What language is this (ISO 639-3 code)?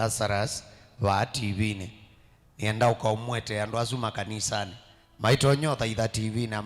kam